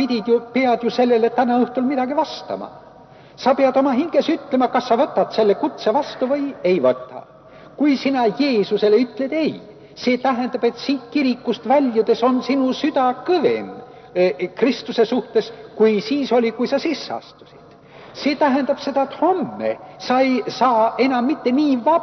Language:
Estonian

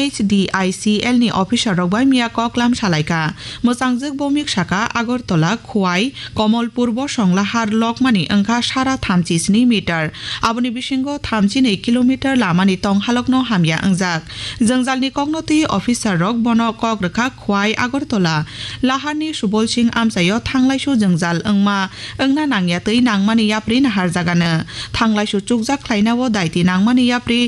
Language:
Kok Borok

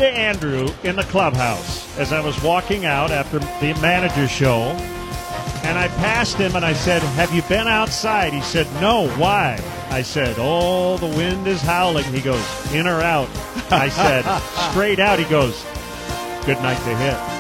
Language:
English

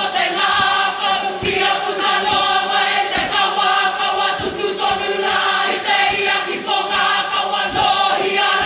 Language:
Māori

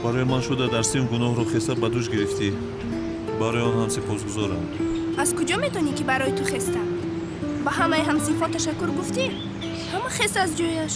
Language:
Tajik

